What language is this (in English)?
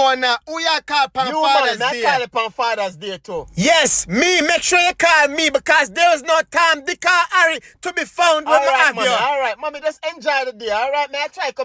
Jamaican Creole English